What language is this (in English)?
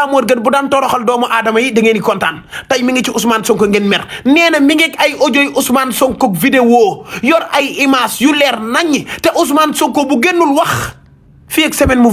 Wolof